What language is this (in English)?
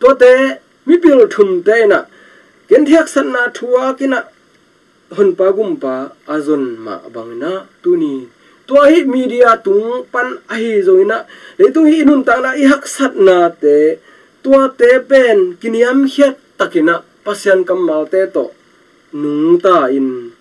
Tedim Chin